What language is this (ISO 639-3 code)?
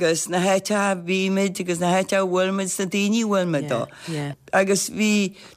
gle